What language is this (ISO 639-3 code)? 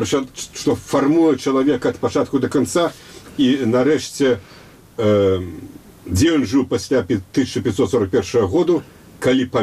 bel